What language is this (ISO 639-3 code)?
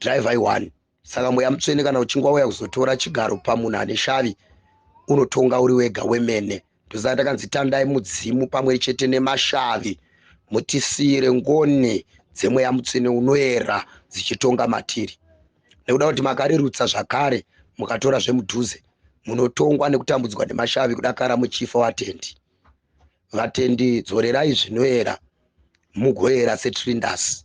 sna